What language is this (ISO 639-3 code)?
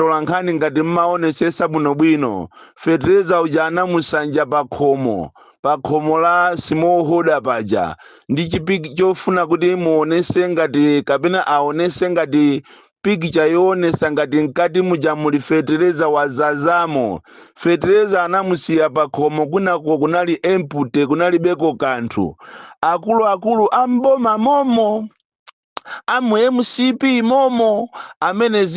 nya